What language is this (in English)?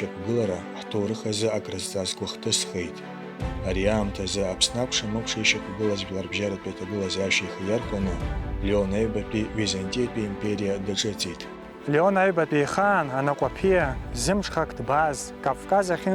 Abkhazian